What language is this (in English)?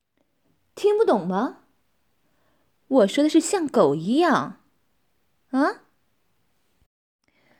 Chinese